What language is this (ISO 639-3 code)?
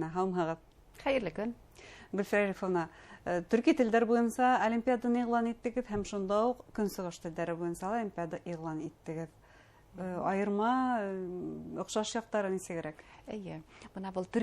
bak